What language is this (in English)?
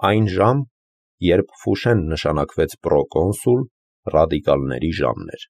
Armenian